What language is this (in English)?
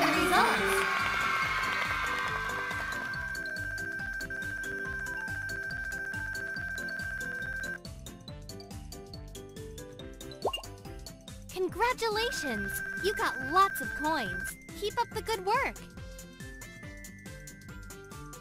English